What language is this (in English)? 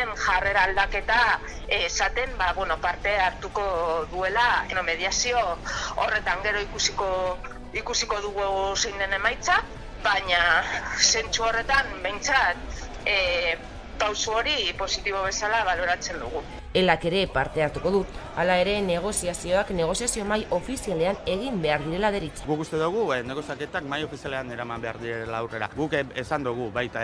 Basque